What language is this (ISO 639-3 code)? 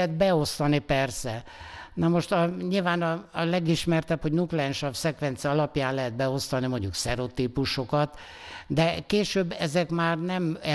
hun